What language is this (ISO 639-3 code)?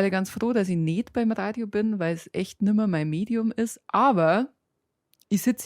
bar